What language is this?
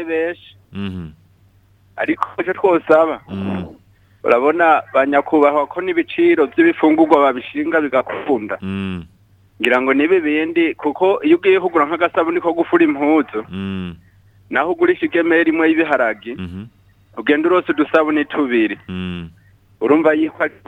Rundi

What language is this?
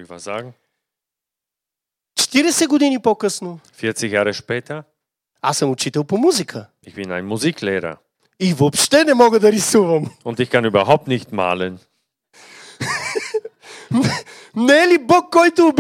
Bulgarian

